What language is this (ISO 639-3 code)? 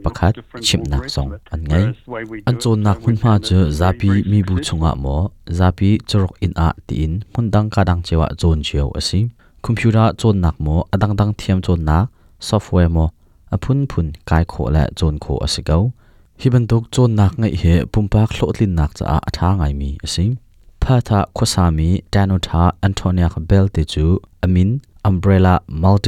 cnh